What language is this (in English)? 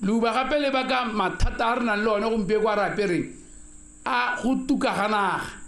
Tswana